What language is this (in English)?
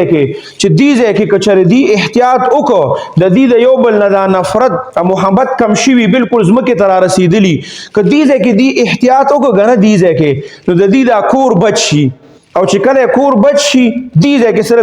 Pashto